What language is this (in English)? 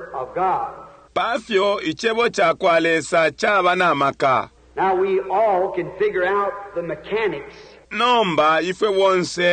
Bemba